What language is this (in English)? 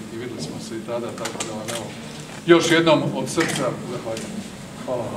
Croatian